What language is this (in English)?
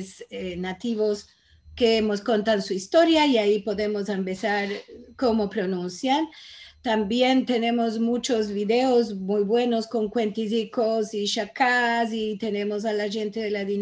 Ladino